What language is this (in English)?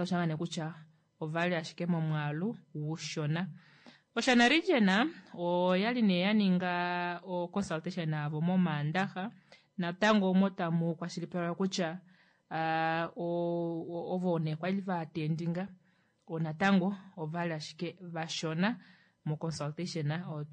Kuanyama